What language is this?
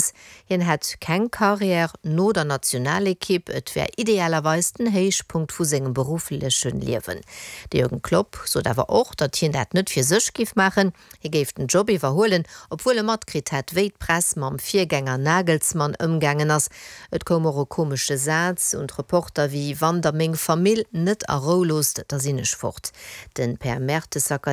Luxembourgish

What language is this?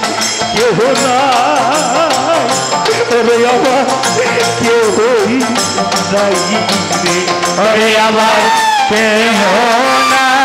Bangla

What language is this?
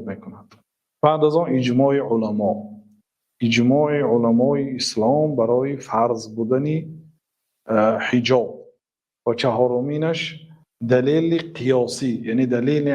Tajik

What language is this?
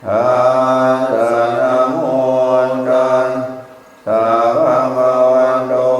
Pali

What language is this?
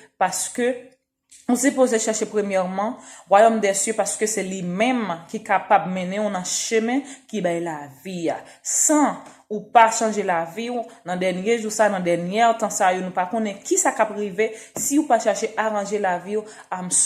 Haitian Creole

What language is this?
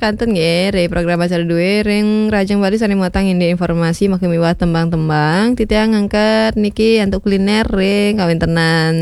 Balinese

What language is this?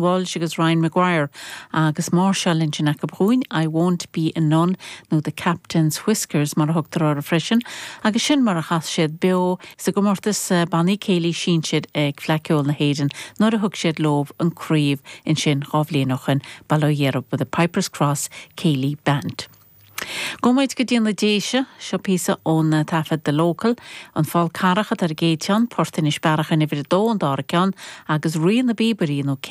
Irish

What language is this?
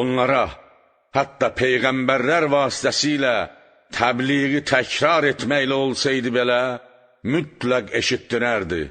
Azerbaijani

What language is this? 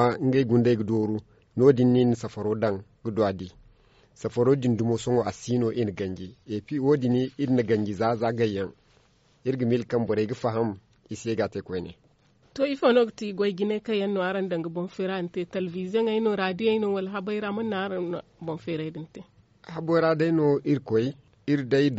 Zarma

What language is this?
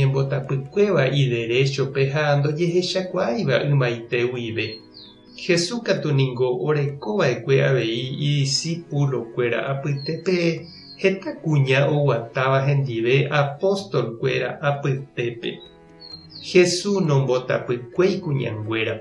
Guarani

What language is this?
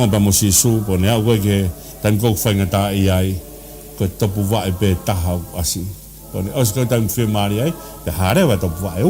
Tongan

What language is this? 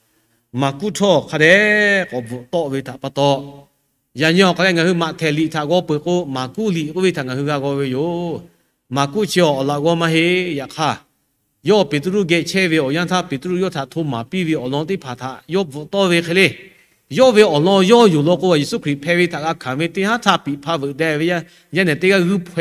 Lahu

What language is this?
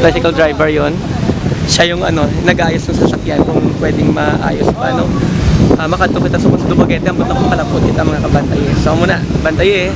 Hiligaynon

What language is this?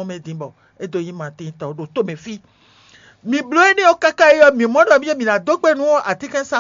Fon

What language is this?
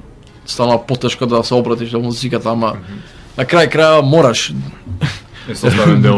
Macedonian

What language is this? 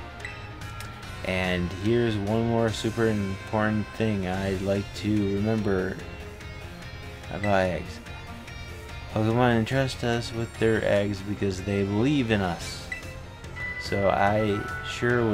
English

